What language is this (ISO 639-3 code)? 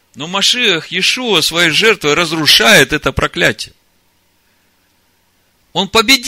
rus